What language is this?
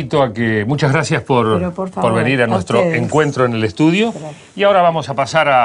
Spanish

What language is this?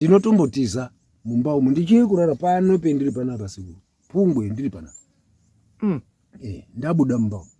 Shona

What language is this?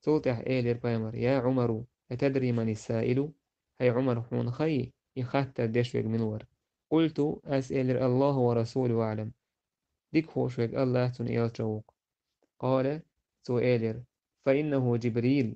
Chechen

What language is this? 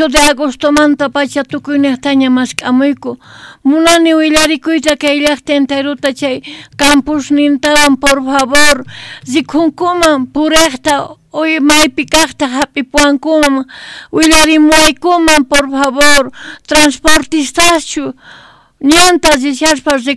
South Bolivian Quechua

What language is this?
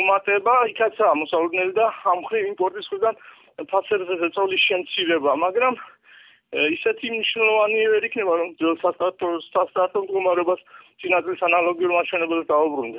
Georgian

